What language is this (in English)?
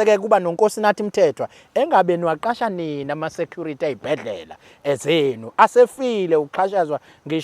Zulu